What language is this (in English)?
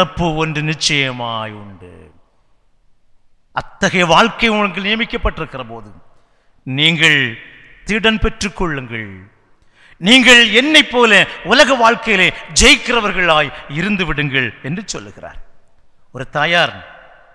Tamil